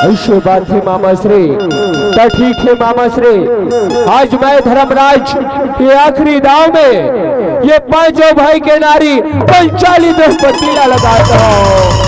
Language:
Chhattisgarhi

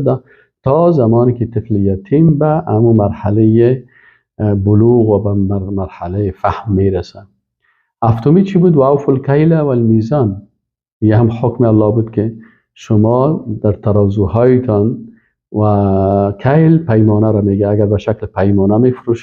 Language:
Persian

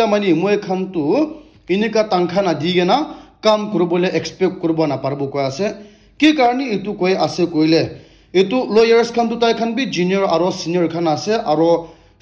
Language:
Naga Pidgin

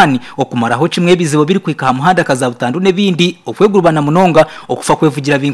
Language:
Nyankole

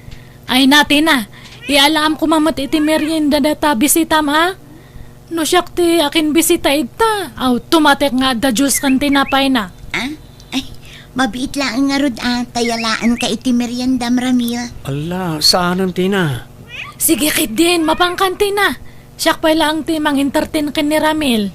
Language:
Iloko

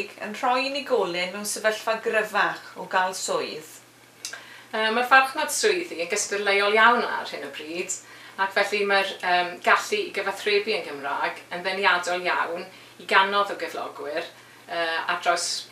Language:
Welsh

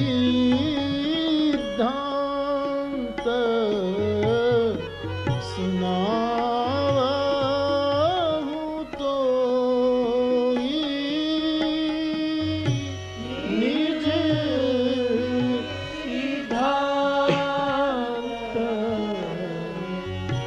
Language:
Gujarati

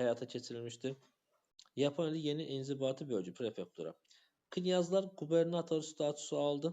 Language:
Azerbaijani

